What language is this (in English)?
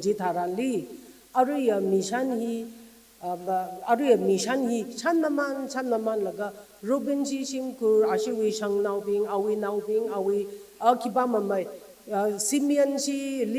Tangkhul Naga (India)